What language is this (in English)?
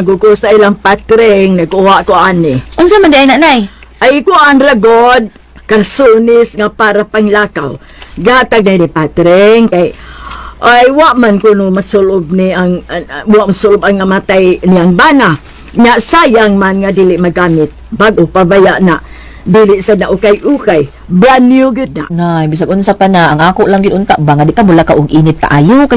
Cebuano